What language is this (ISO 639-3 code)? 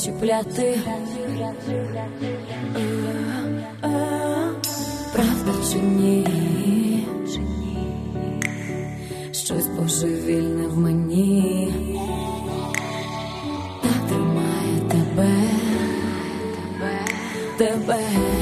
ukr